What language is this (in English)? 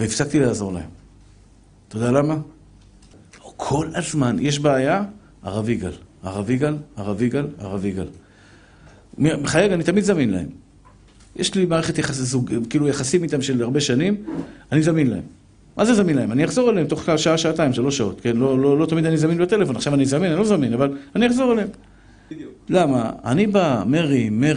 Hebrew